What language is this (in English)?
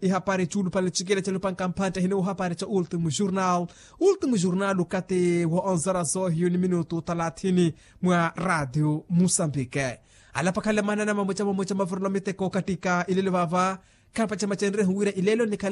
Makhuwa